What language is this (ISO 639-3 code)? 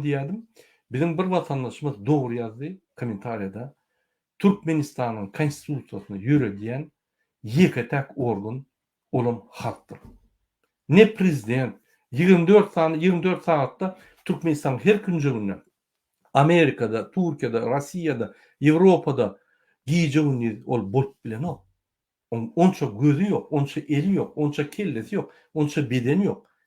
tuk